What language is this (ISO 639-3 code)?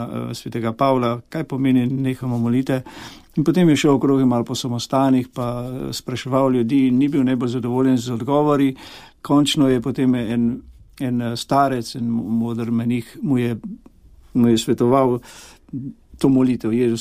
slv